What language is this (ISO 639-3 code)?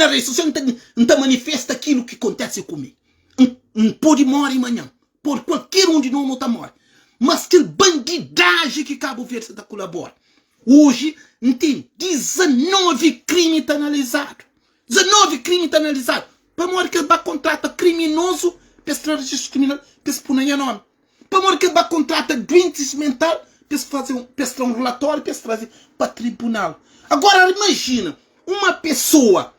kea